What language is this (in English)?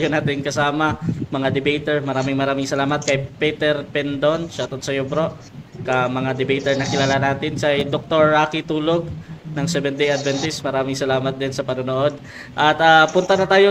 Filipino